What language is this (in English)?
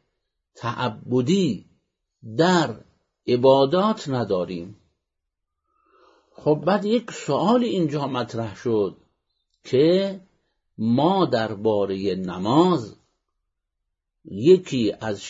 Persian